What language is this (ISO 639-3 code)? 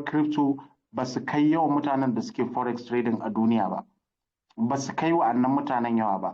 hau